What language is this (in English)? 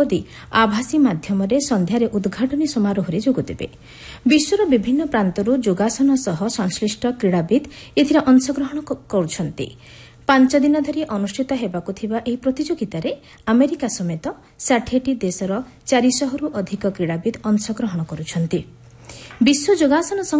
Odia